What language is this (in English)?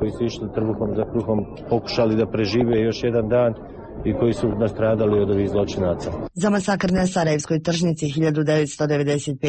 Serbian